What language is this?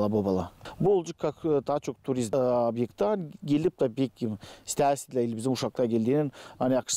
Gagauz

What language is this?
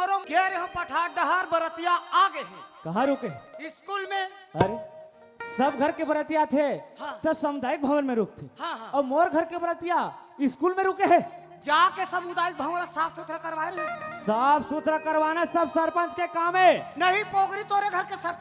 Chhattisgarhi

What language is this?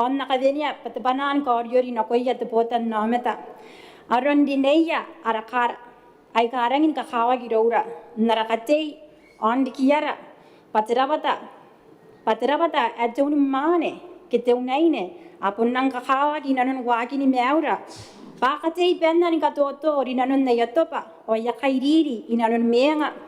Gilbertese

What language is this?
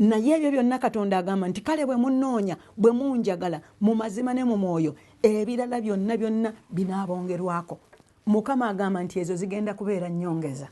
Ganda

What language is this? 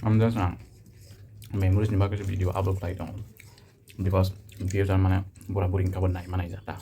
Kok Borok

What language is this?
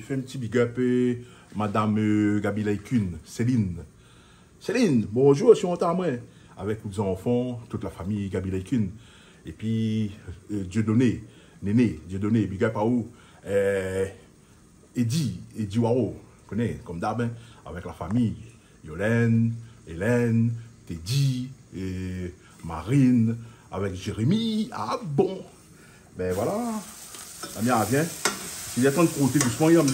Réunion Creole French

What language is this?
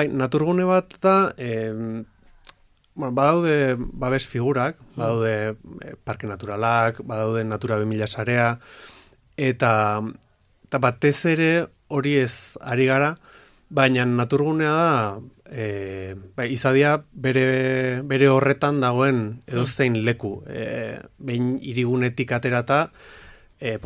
Basque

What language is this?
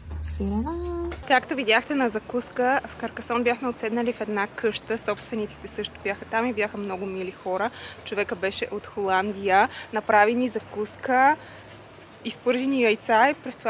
Bulgarian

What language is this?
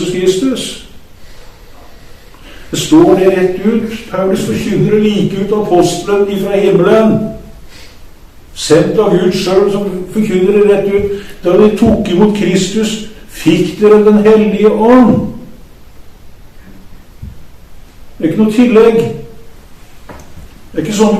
Norwegian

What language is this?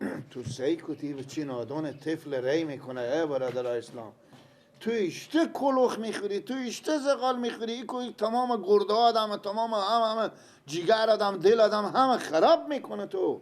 Persian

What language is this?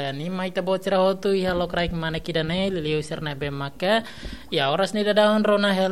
Tetum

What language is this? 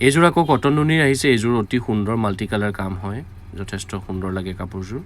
Assamese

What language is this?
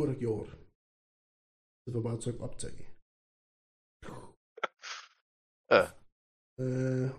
Danish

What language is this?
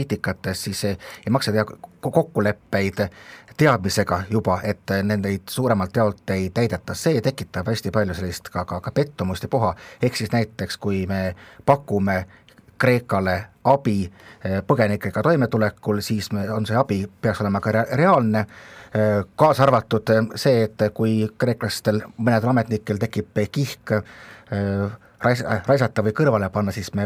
Estonian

